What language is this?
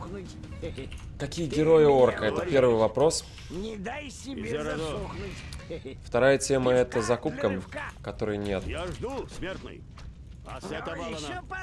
Russian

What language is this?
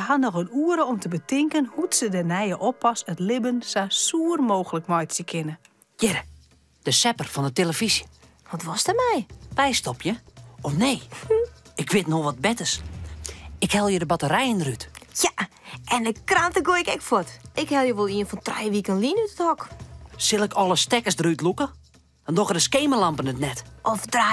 Western Frisian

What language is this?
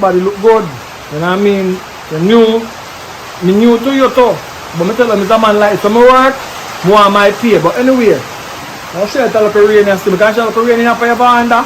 Jamaican Creole English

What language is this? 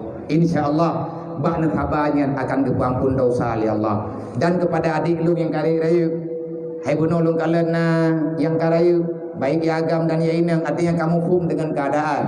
Achinese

